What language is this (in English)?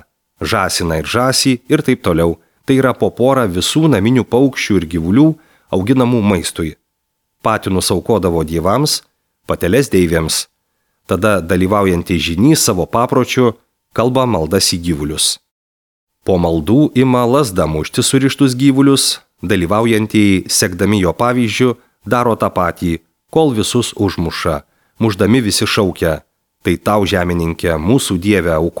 Lithuanian